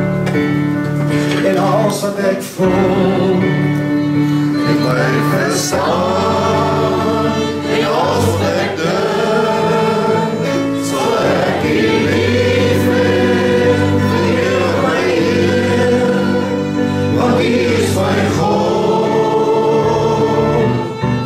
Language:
Afrikaans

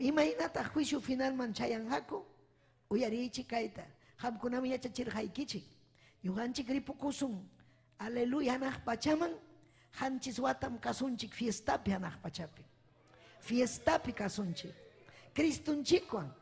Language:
Ayacucho Quechua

